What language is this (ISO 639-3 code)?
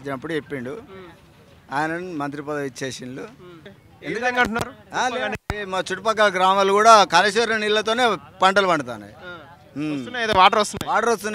tel